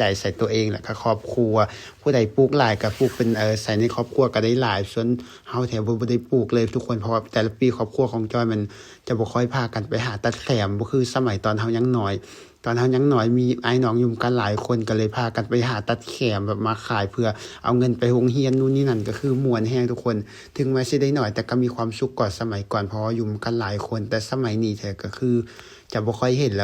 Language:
Lao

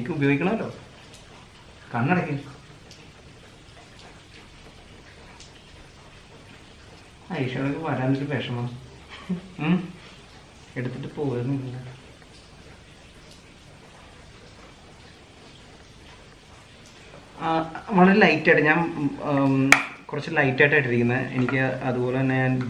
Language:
Malayalam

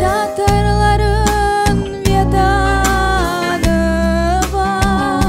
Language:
Crimean Tatar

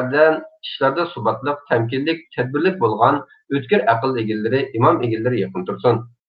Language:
Uyghur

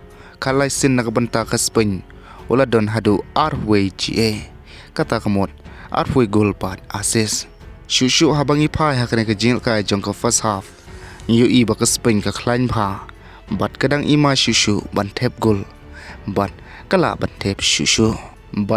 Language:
Khasi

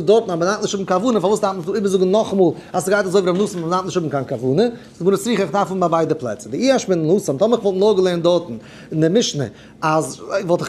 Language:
Yiddish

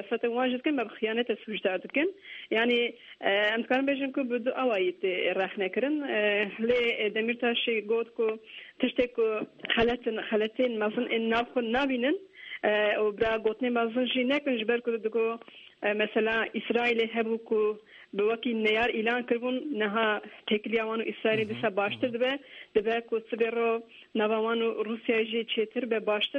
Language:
Kurdish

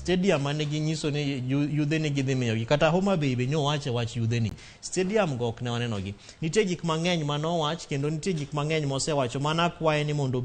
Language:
Luo (Kenya and Tanzania)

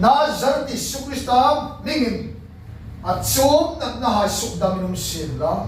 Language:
Hmar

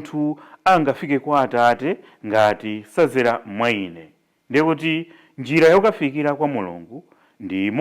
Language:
Nyanja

